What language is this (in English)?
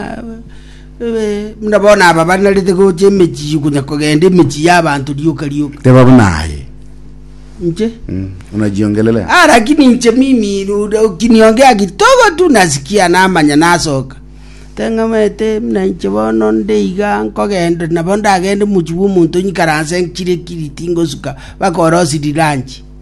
Gusii